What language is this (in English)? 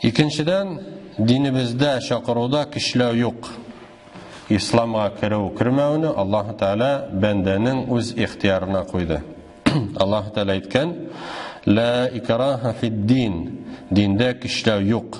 Tatar